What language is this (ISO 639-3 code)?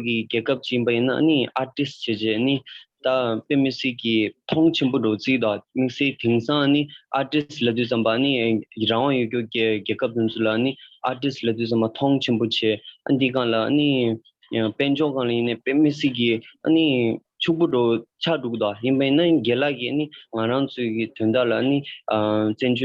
bod